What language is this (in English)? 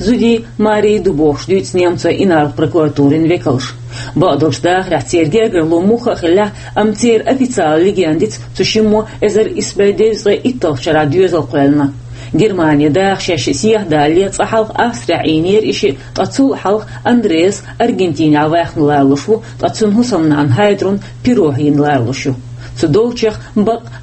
Chechen